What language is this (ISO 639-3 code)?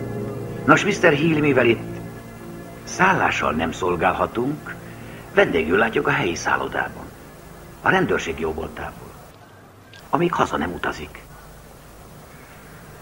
hun